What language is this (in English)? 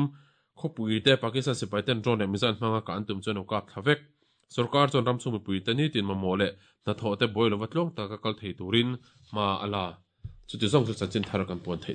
Mizo